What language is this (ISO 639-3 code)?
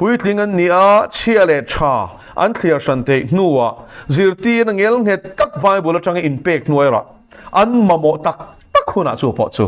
lus